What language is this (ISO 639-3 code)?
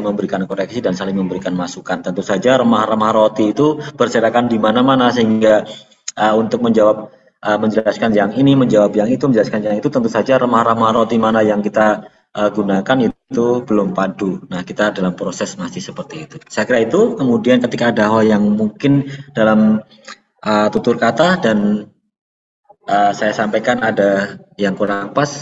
ind